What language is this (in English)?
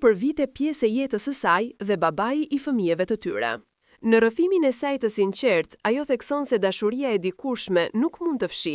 Albanian